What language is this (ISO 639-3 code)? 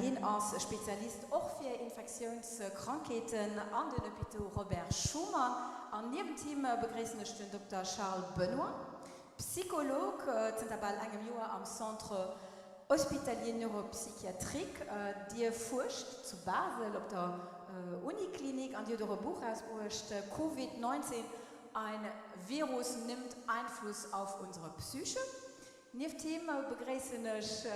ltz